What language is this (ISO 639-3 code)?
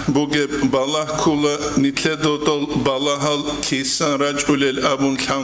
ava